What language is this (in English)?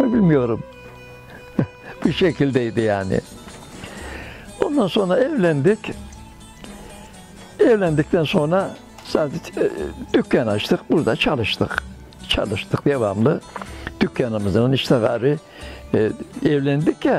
Turkish